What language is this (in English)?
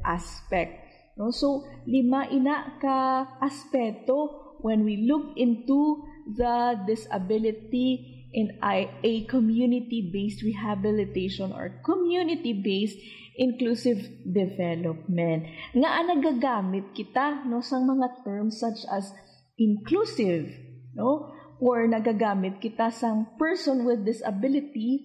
Hiligaynon